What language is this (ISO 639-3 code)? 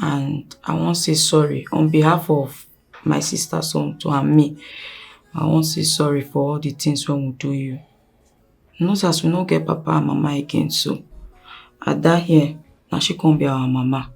pcm